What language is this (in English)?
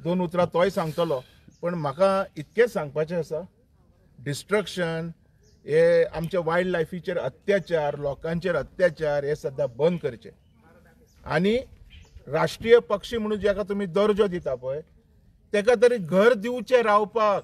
Konkani